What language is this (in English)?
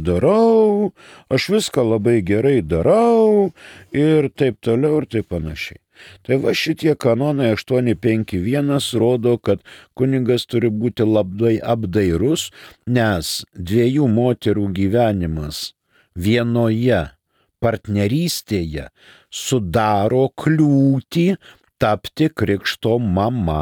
Lithuanian